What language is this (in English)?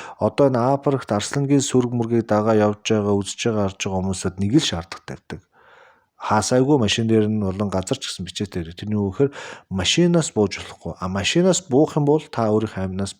Mongolian